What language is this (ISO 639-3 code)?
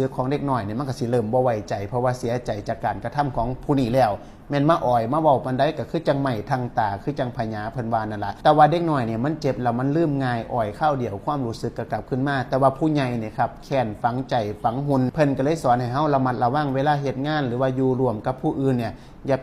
tts